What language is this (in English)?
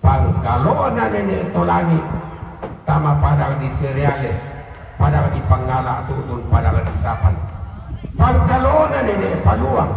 Toraja-Sa'dan